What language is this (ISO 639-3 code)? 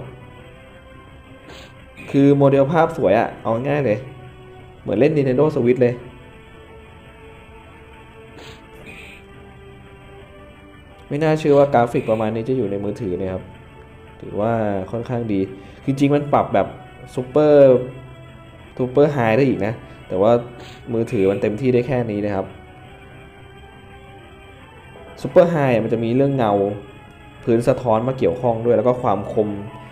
tha